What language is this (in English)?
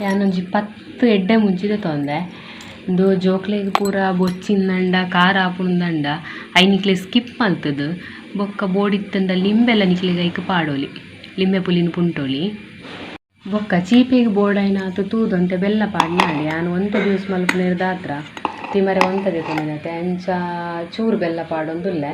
Tulu